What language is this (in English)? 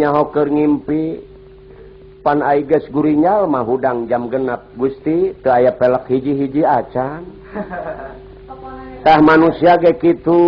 Sundanese